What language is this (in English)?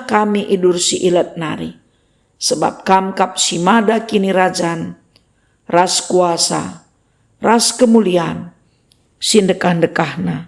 Batak Karo